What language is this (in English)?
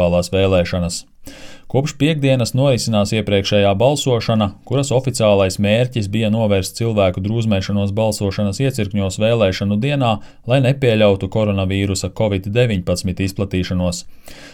Latvian